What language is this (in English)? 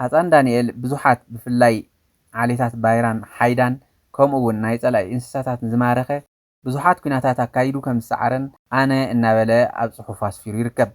Tigrinya